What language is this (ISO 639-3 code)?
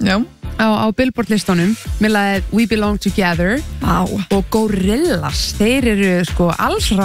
isl